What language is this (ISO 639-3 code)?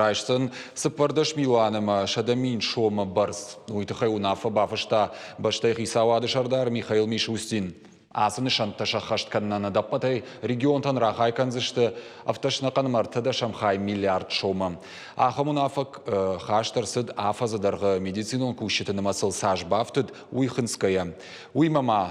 oss